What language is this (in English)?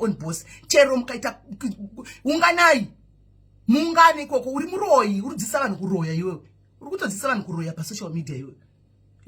Shona